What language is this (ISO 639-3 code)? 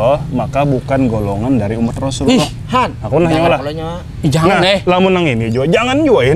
bjn